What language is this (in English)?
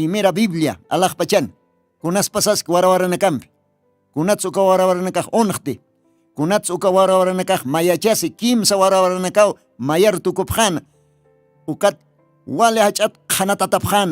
Aymara